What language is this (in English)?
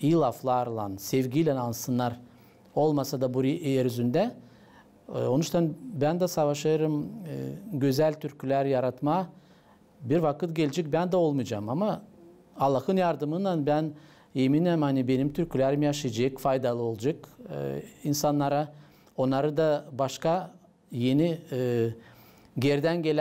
Gagauz